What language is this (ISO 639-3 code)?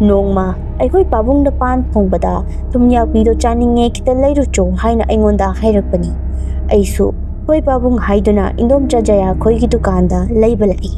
mni